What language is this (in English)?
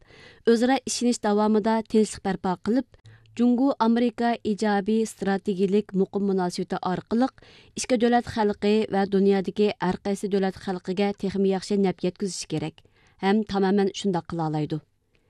Uyghur